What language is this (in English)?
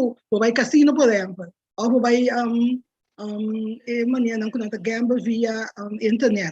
Papiamento